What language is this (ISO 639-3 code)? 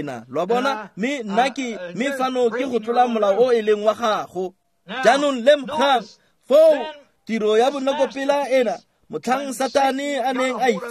tsn